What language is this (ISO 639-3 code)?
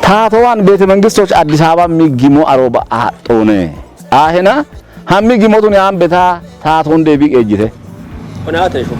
kbr